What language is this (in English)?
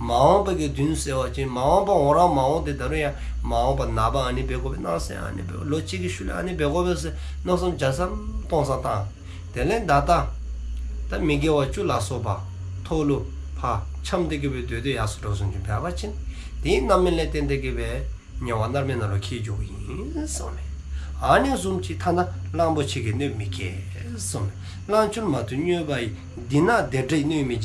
Dzongkha